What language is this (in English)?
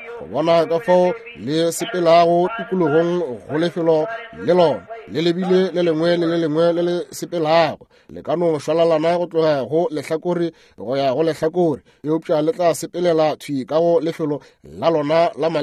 Northern Sotho